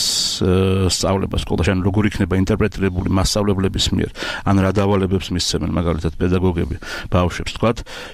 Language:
Georgian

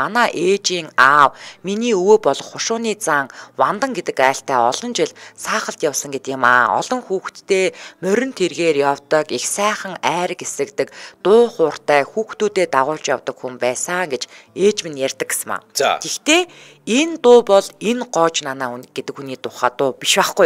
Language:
Mongolian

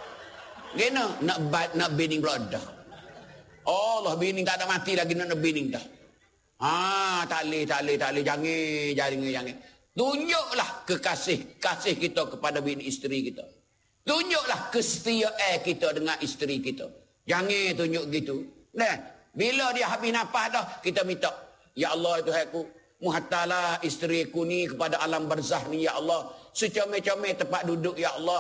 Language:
Malay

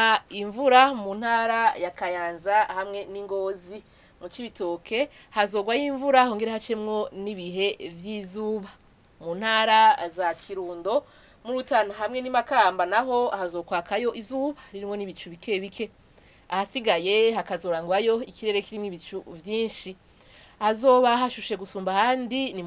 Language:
Rundi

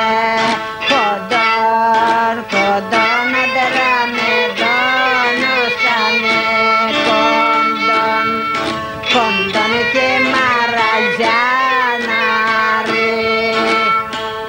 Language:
Greek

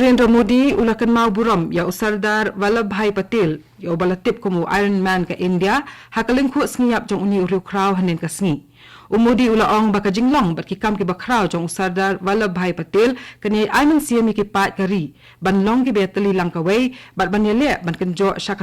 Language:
Khasi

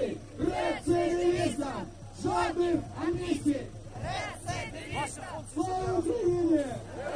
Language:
Ukrainian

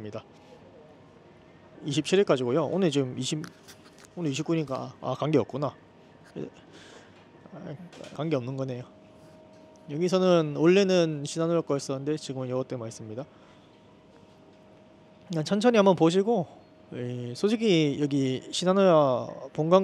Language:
Korean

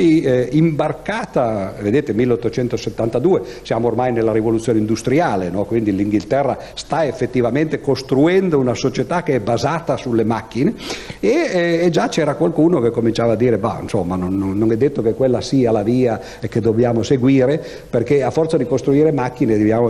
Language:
Italian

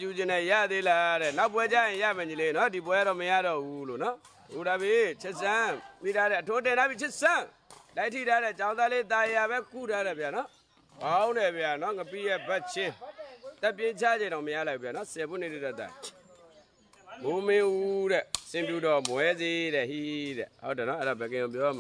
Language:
Burmese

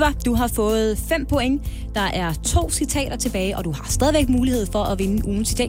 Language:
Danish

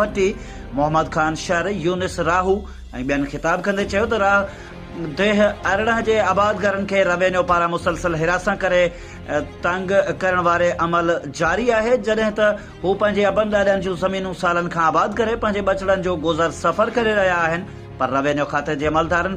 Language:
Sindhi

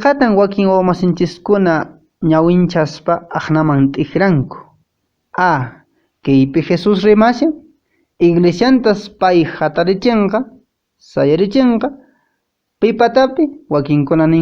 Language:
Quechua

